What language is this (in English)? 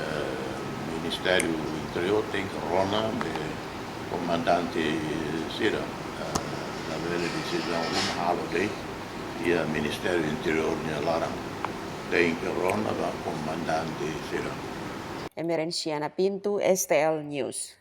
Tetum